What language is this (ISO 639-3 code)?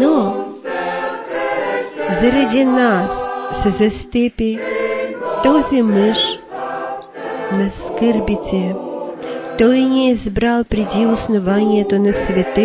bul